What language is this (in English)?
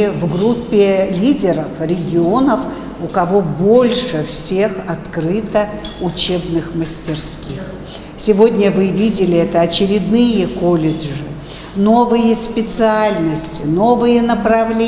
Russian